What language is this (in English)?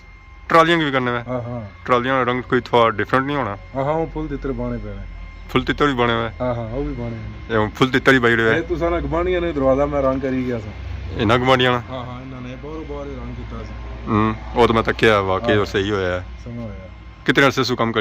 Pahari-Potwari